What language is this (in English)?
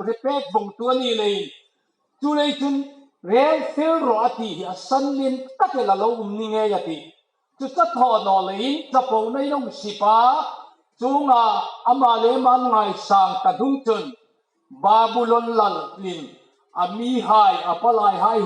Hmar